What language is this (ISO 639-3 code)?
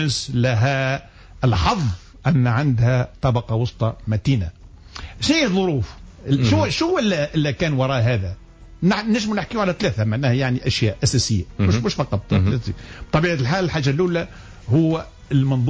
aeb